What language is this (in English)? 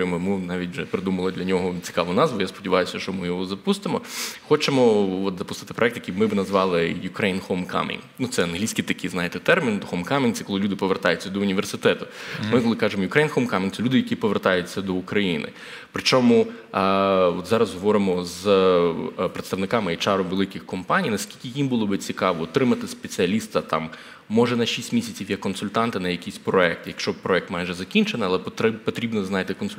Ukrainian